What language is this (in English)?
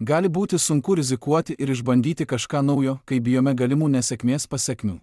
Lithuanian